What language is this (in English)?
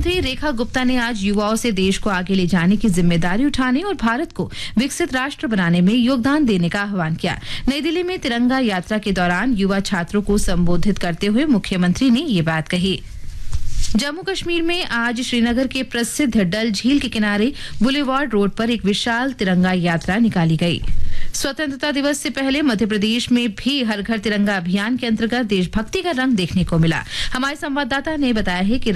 Hindi